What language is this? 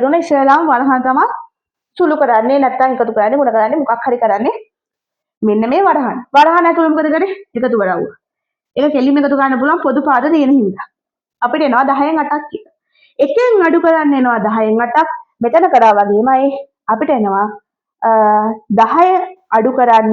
Sinhala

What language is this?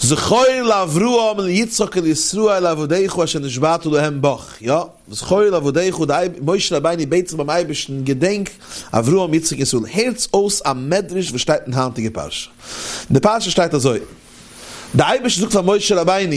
Yiddish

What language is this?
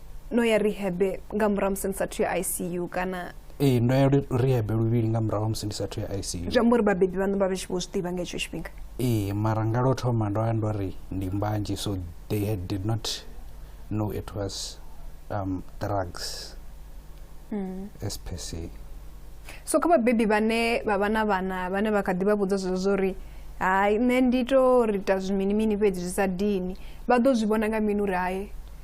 Venda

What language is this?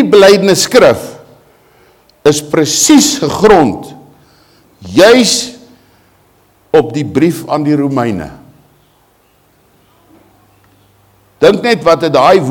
Afrikaans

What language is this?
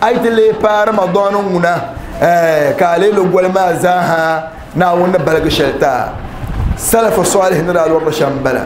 Dagbani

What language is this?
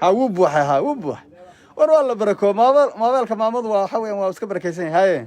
Somali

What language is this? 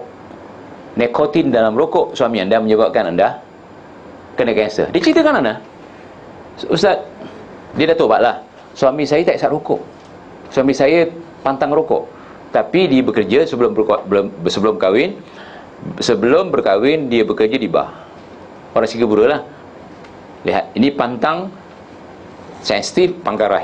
Malay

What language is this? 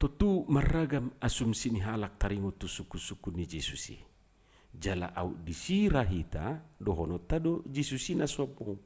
Batak Toba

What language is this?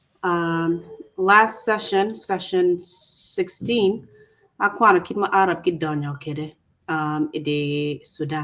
Acoli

